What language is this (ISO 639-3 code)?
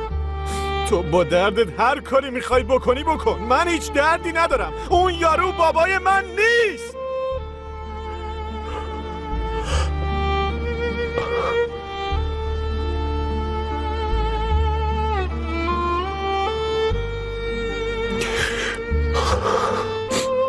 fas